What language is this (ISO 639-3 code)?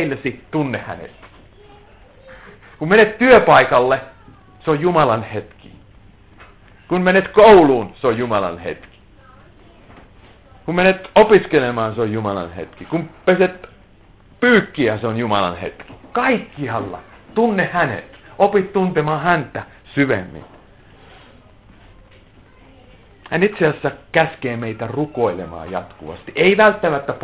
fin